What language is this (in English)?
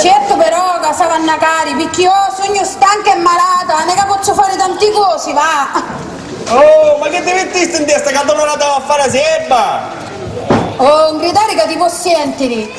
Sicilian